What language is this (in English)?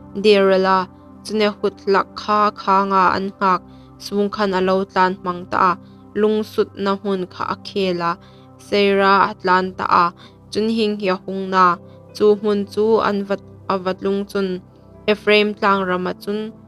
Hmar